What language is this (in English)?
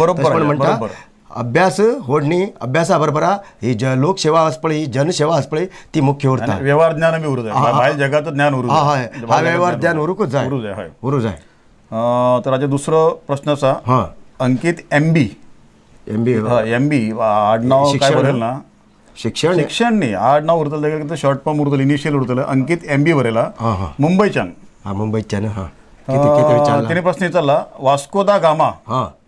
Konkani